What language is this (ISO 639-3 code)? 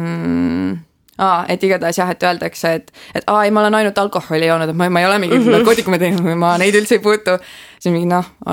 est